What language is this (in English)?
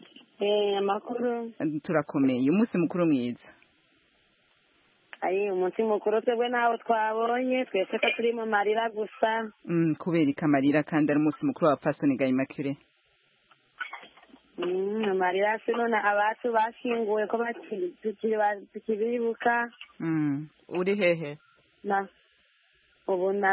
Kinyarwanda